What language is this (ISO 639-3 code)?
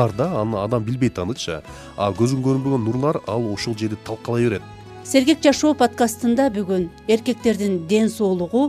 kir